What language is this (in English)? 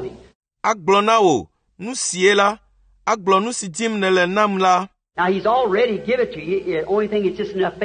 Ewe